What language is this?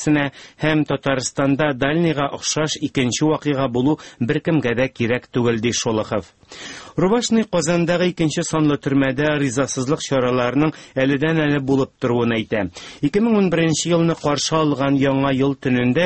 Tatar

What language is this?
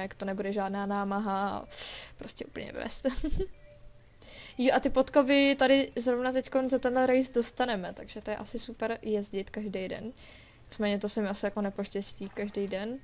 Czech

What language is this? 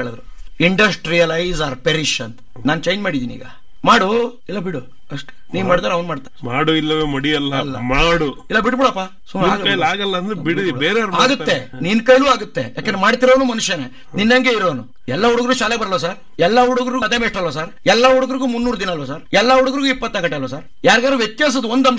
Kannada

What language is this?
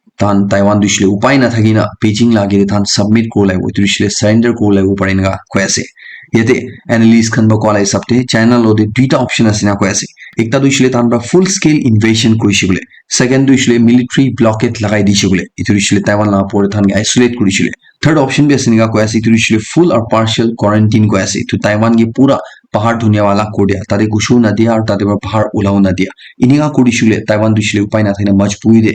Naga Pidgin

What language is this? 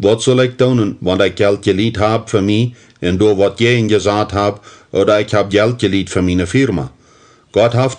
Plautdietsch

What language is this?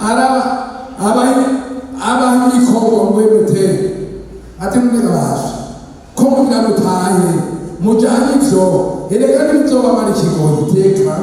Rundi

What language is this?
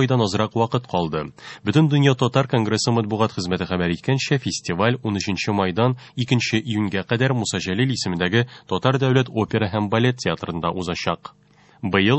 Tatar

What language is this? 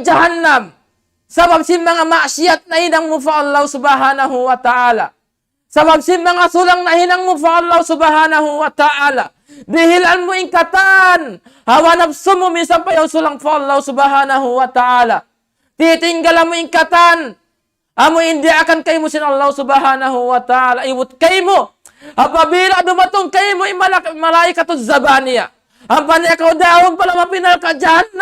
Tausug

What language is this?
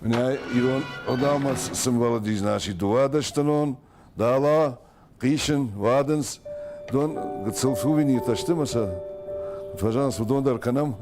Ossetic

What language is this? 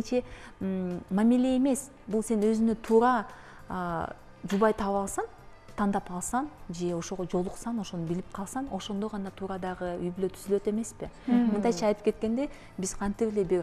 Kyrgyz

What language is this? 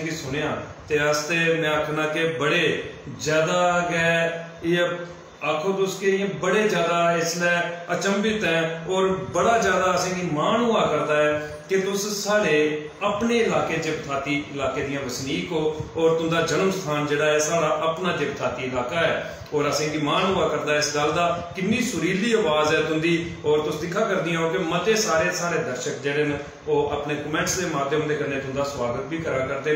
Dogri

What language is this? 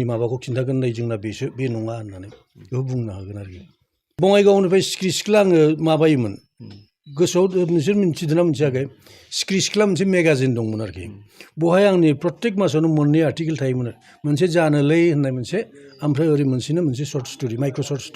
Bodo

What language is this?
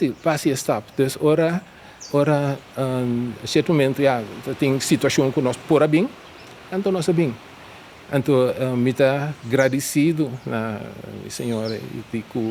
Papiamento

